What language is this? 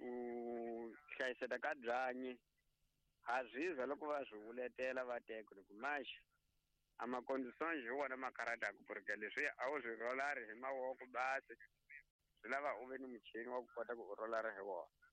Tsonga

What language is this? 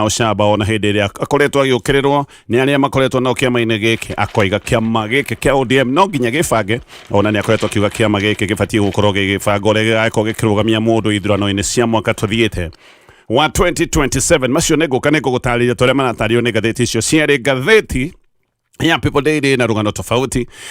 Kikuyu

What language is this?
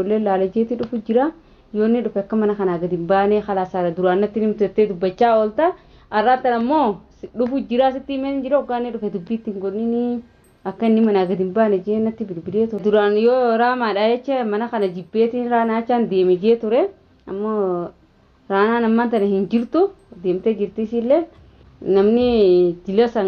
Oromo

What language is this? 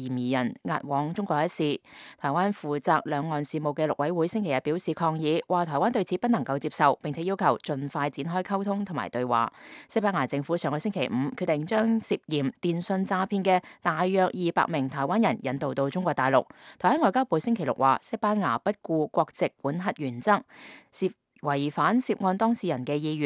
Cantonese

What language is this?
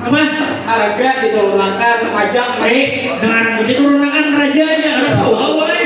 Banjar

